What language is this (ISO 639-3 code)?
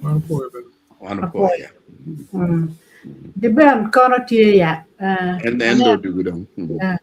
ach